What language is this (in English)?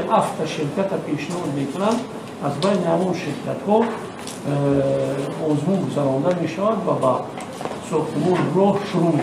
Tajik